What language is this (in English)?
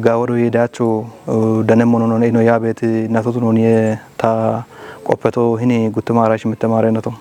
Kafa